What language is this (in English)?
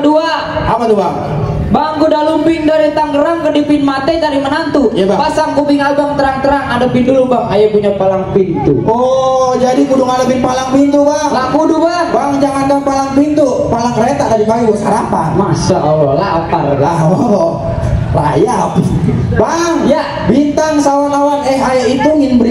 Betawi